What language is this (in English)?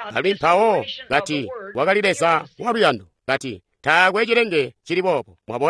Tonga (Zambia)